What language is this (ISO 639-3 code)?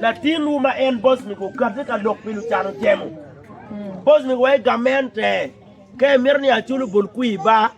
ach